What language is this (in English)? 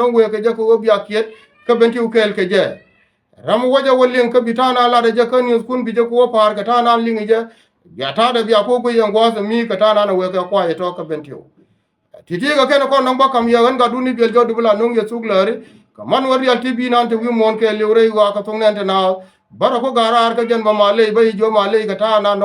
Nuer